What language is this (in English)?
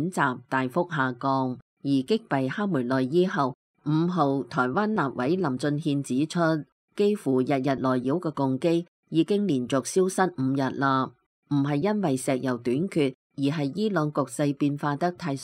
Cantonese